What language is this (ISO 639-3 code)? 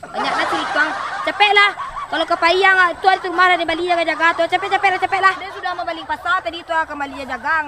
min